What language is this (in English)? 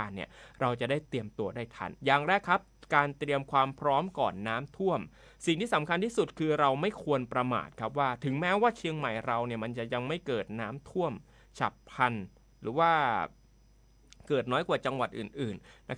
Thai